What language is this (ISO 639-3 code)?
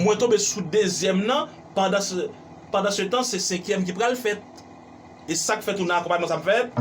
hat